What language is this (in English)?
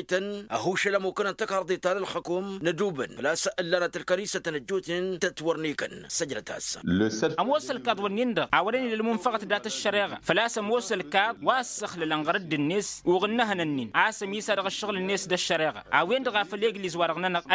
Tamasheq